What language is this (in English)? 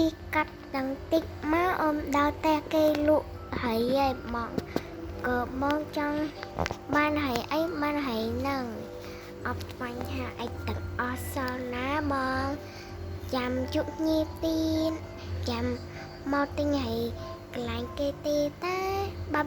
Khmer